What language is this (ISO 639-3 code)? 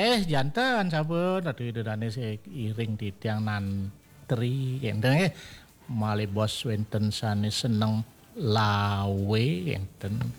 ban